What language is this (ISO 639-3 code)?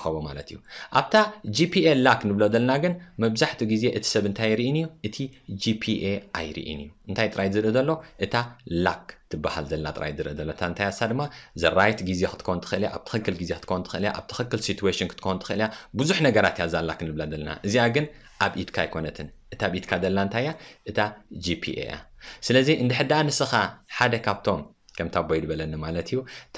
tir